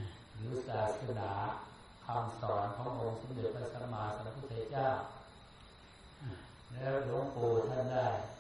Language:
Thai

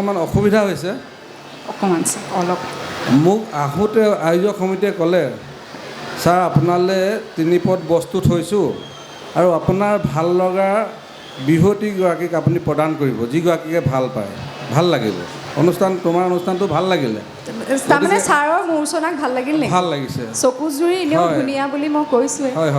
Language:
Assamese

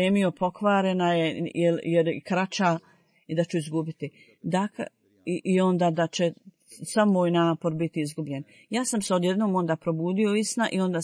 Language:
Bosnian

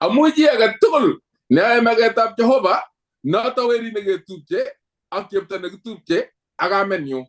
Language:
Kalenjin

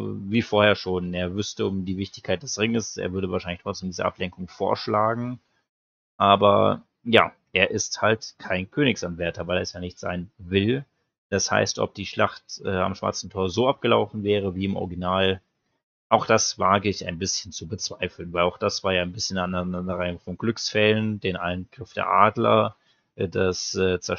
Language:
German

